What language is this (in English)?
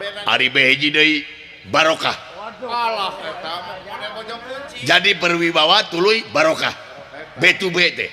Sundanese